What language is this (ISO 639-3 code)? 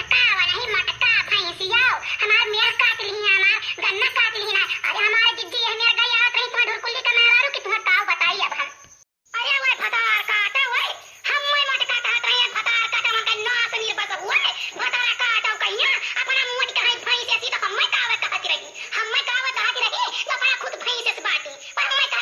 awa